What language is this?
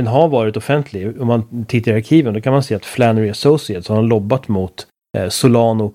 Swedish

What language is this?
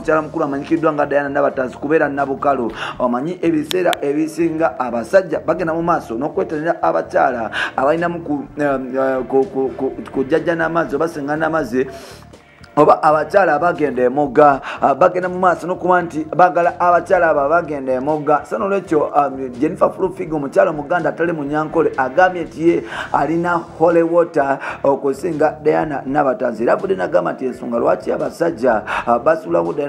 Ganda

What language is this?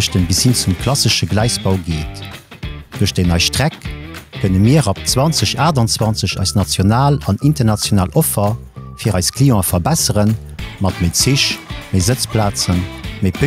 Luxembourgish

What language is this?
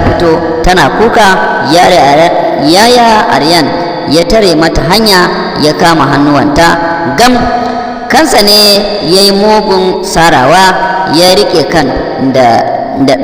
Hausa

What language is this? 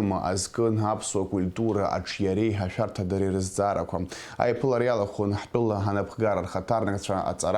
Abkhazian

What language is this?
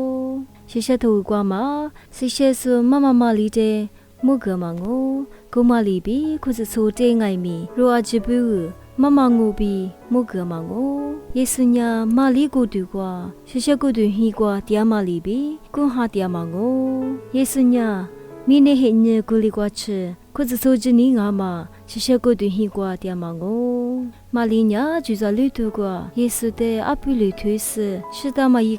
Lisu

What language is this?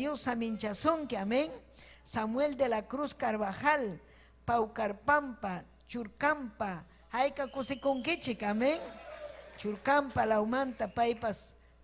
Ayacucho Quechua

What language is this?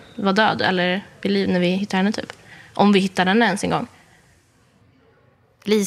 Swedish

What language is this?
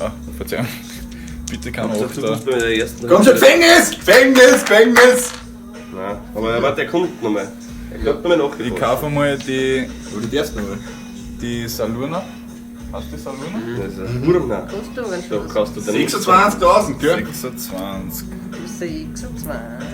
Bavarian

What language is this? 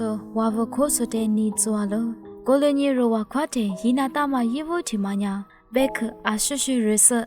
Lisu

